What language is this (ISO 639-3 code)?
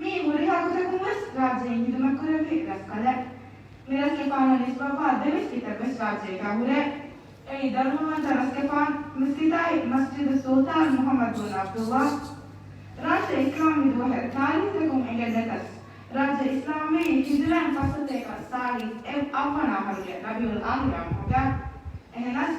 div